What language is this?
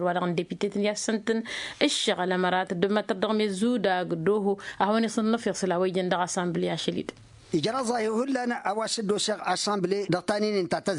Tamasheq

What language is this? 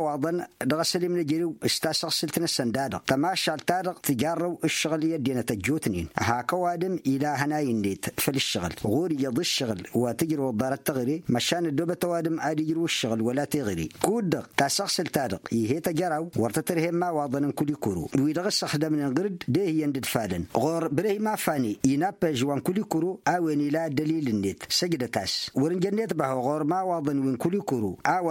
Tamasheq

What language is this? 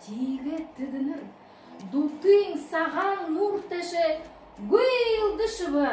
Buriat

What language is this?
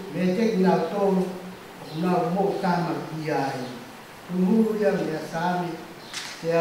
Tongan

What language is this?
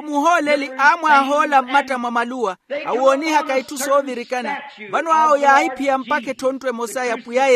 Makhuwa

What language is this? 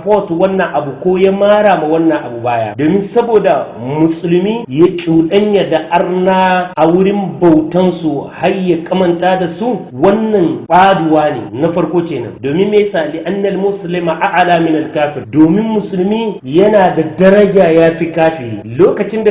Hausa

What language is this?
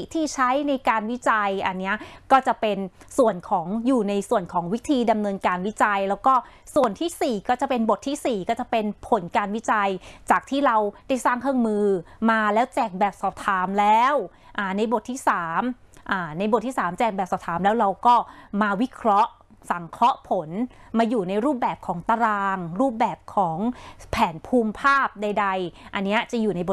Thai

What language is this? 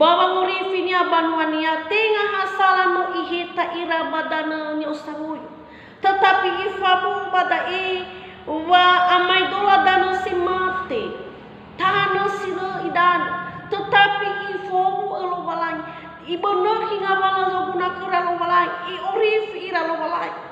Nias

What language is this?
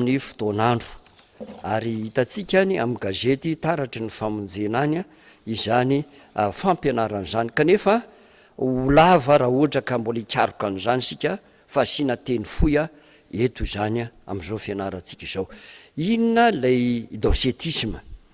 Malagasy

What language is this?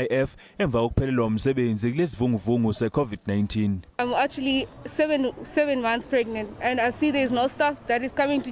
Zulu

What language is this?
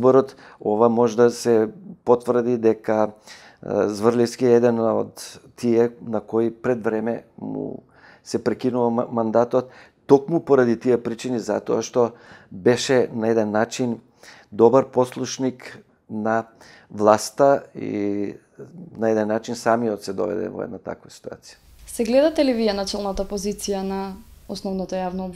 Macedonian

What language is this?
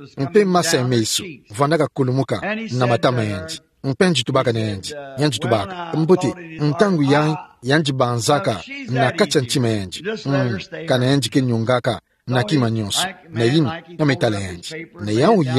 Kituba (Democratic Republic of Congo)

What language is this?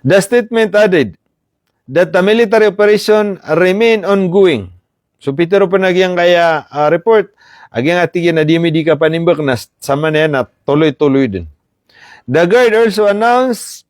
Maranao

